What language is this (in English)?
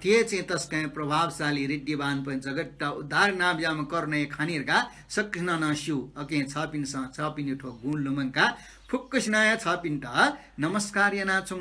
Newari